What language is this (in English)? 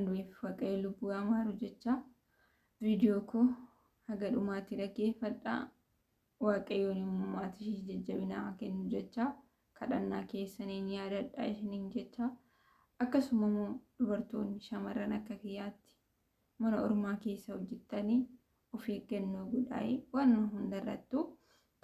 Oromo